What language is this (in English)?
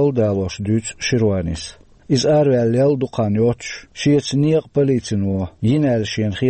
Chechen